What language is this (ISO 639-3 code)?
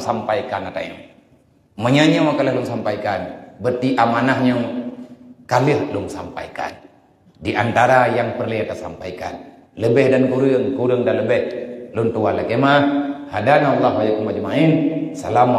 ace